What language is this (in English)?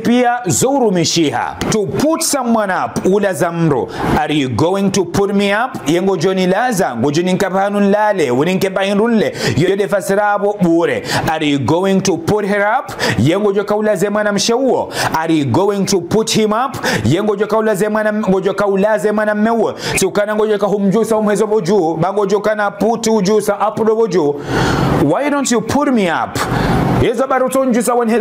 Ngazidja Comorian